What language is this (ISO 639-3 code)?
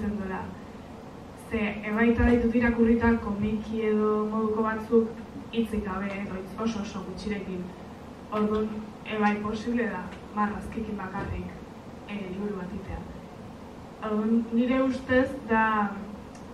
eus